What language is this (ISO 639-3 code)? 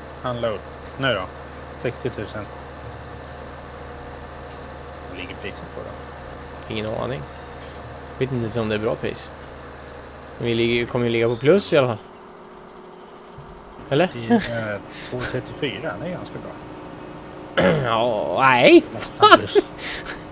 swe